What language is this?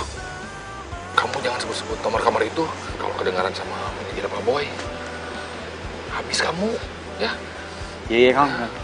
Indonesian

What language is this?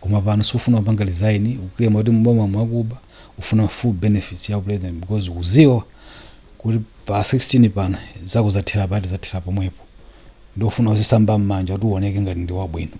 Nyanja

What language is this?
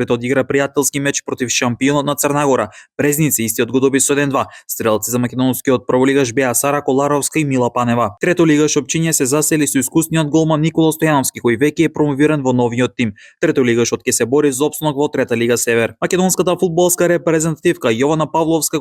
Macedonian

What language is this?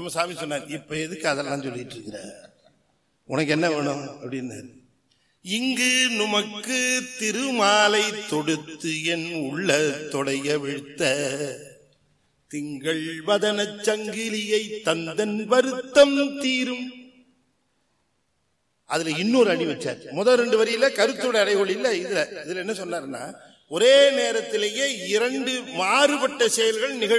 Tamil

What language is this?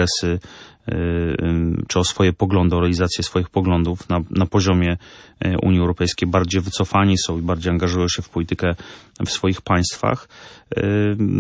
Polish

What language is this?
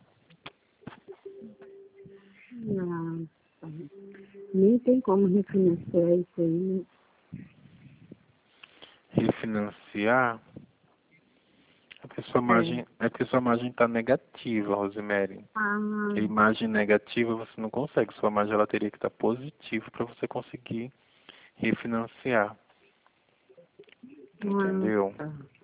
Portuguese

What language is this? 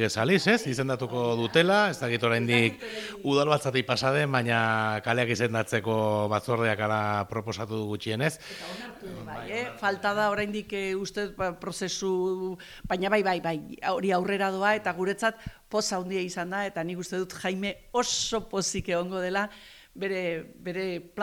Basque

